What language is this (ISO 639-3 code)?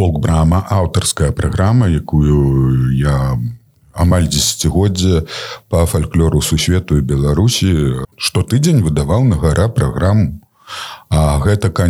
bel